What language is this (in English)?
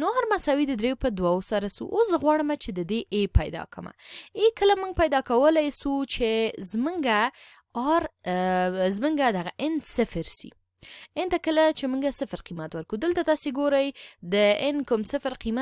Pashto